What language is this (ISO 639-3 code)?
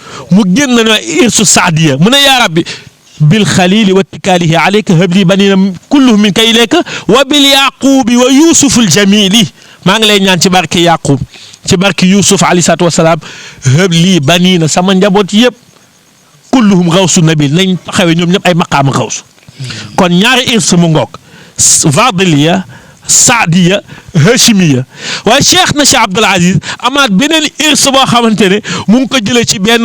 wol